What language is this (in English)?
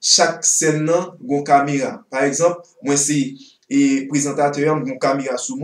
Haitian Creole